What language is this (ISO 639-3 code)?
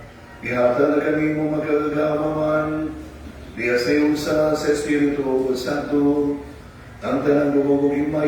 ceb